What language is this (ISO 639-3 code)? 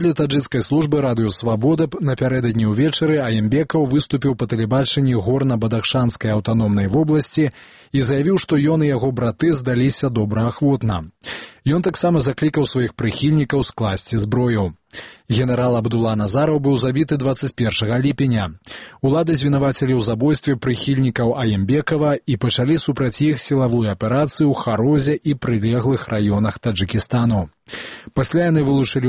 bel